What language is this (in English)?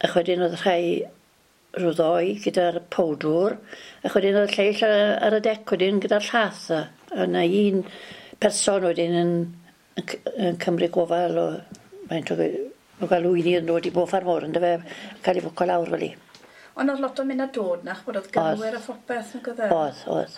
Welsh